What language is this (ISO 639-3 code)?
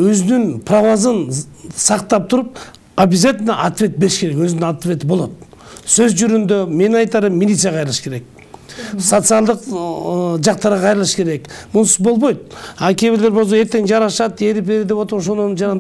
kir